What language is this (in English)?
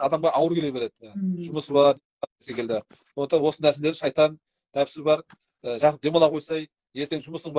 Kazakh